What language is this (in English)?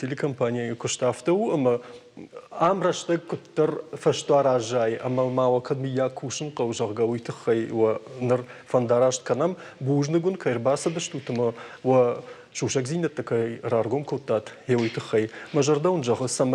Ossetic